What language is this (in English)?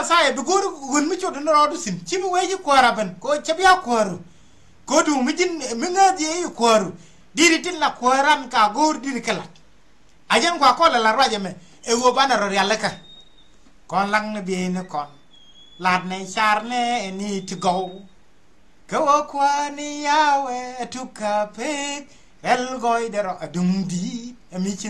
Nuer